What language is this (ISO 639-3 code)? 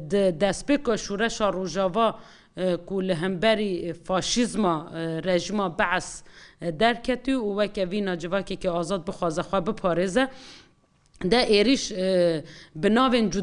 kur